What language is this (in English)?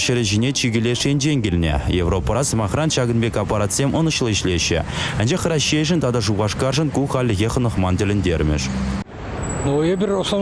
Chuvash